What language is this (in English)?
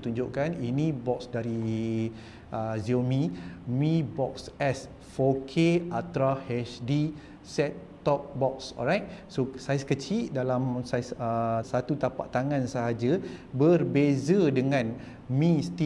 Malay